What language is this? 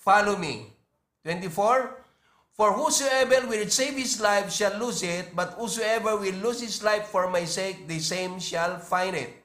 Iloko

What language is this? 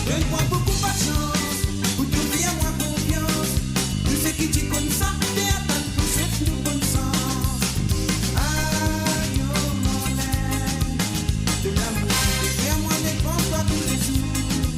Morisyen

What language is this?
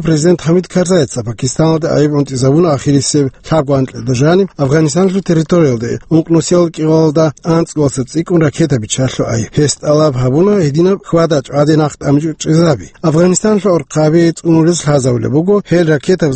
Avaric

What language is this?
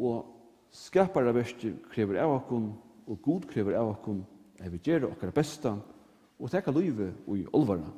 Faroese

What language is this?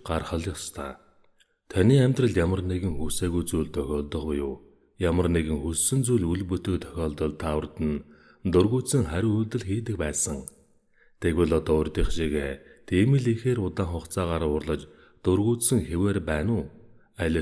Mongolian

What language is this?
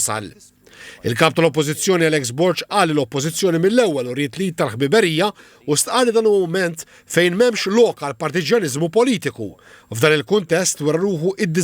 Maltese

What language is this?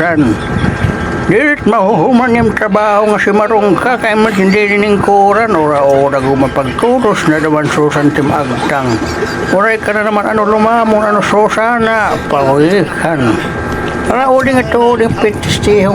Waray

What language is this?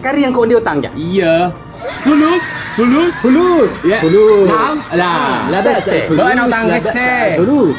Madurese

